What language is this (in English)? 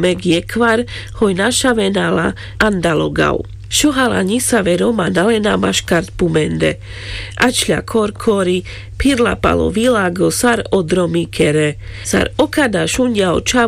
Carpathian Romani